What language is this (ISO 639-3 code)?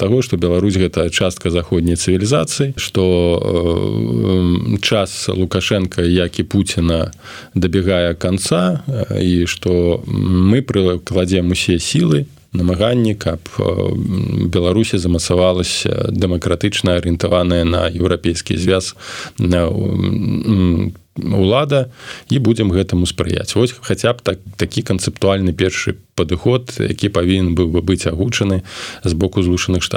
bel